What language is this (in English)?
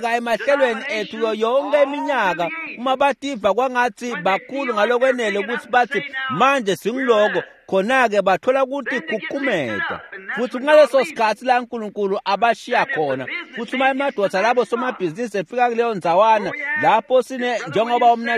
Swati